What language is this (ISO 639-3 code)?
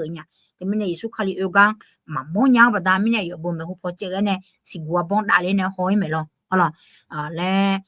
ahk